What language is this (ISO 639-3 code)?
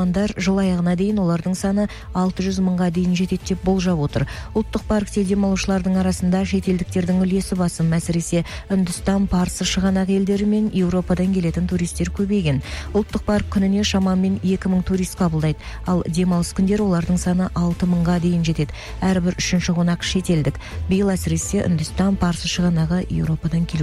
kaz